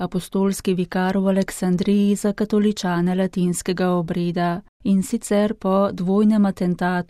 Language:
Slovenian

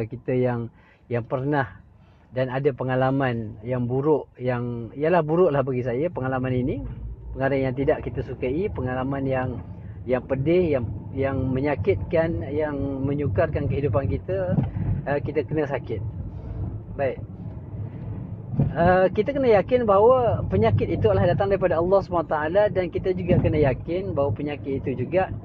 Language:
Malay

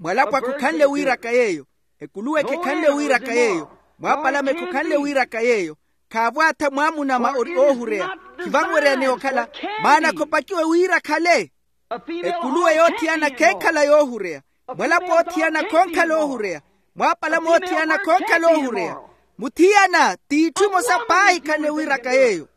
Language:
Makhuwa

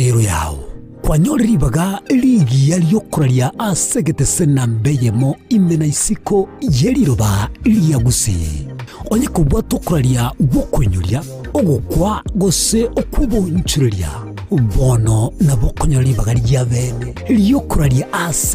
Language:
Gusii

